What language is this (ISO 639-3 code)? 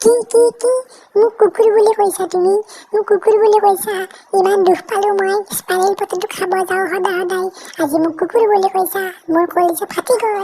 asm